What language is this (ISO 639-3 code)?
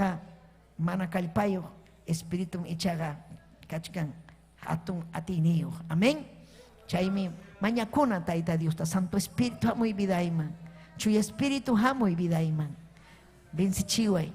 quy